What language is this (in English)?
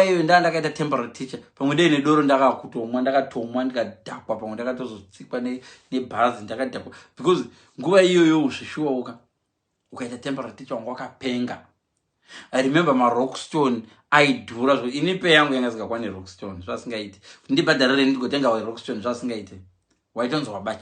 Shona